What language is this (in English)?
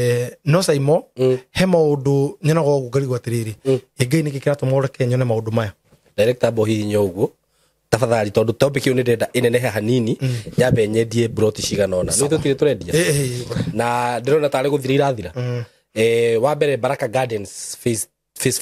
Kikuyu